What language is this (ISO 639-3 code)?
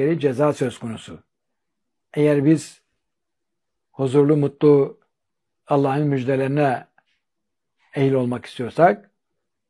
tur